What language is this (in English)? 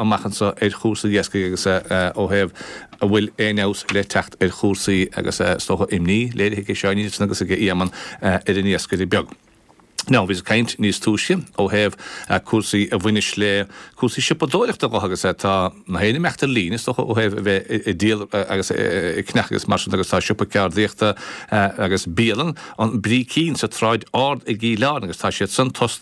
Irish